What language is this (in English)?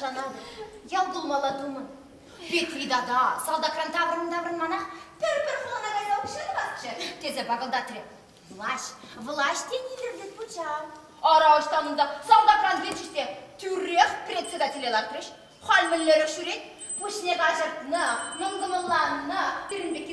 Chuvash